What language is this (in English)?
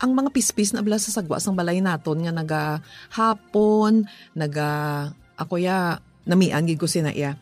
Hiligaynon